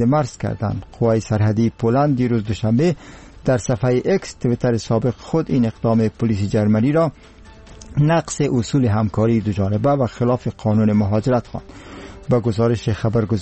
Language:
Persian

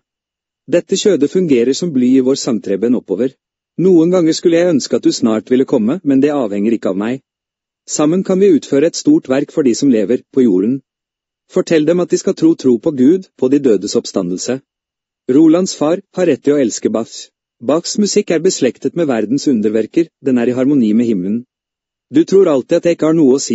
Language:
Norwegian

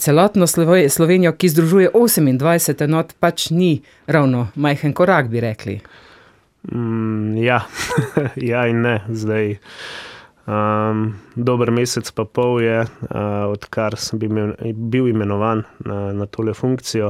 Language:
Slovenian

